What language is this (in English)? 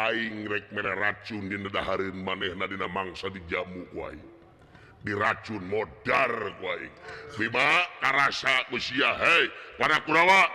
Sundanese